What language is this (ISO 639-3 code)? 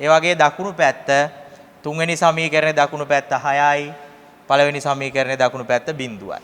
sin